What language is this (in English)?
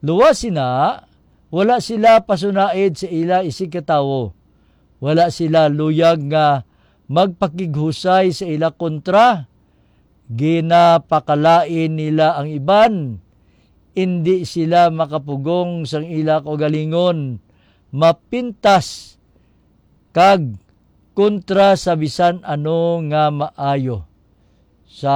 Hiligaynon